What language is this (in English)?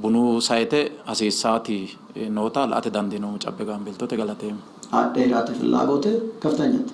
Sidamo